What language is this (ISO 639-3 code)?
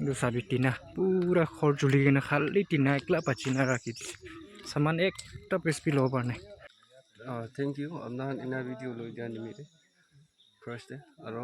nag